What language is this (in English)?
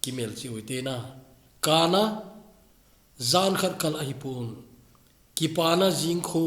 Thado Chin